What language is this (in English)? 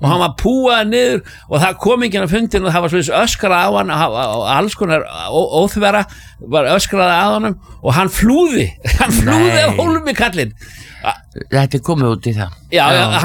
Icelandic